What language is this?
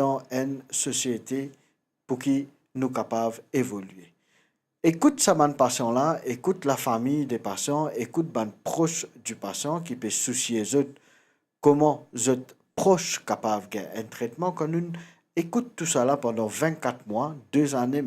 Morisyen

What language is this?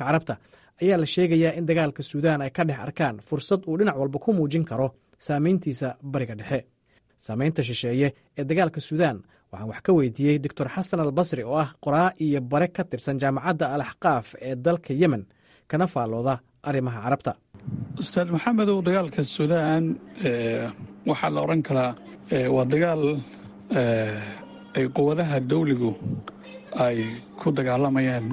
Somali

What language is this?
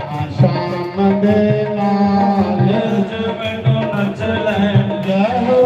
Dogri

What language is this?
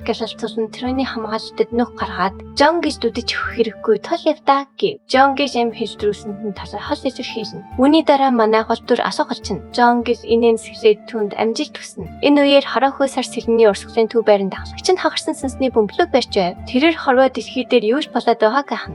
Mongolian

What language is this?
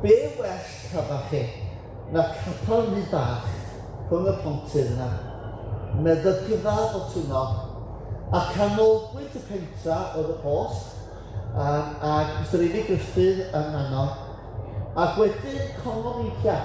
Welsh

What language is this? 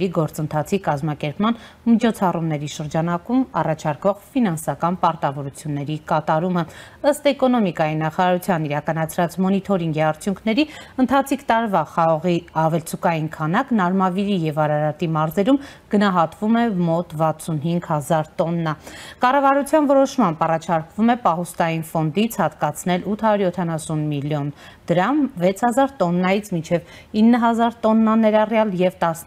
Armenian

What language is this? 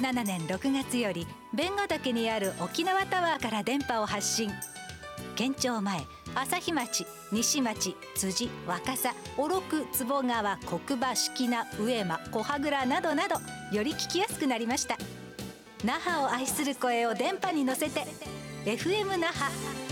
Japanese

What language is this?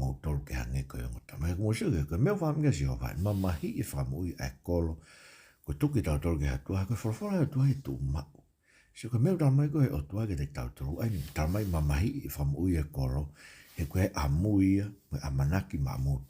Tongan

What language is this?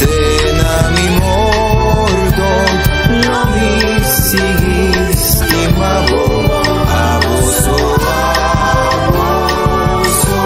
Papiamento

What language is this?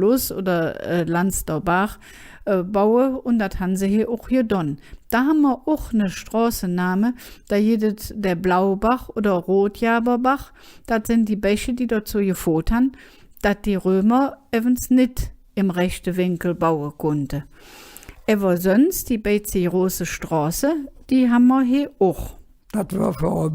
Colognian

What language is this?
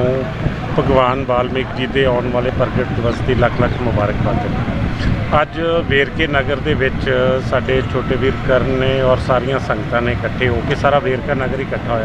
Punjabi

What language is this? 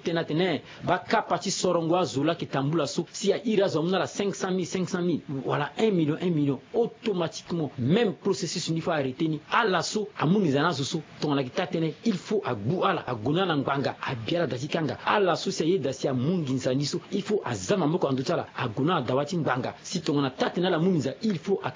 Sango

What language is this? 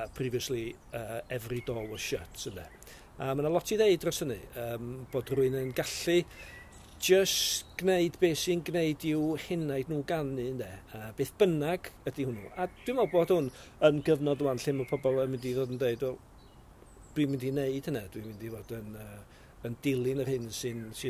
Welsh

